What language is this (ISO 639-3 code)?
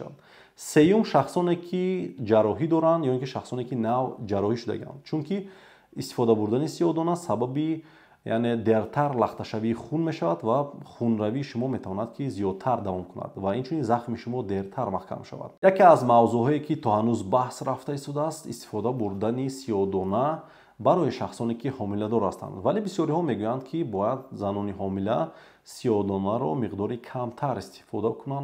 tgk